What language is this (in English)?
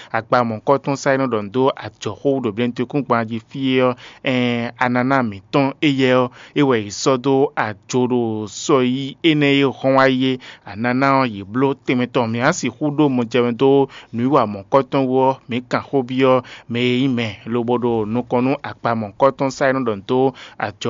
Fon